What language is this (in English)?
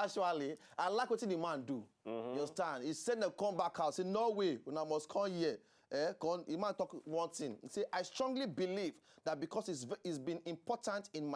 Nigerian Pidgin